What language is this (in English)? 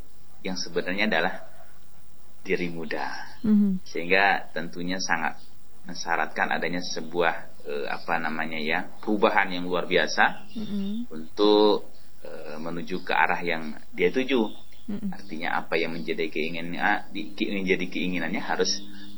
Indonesian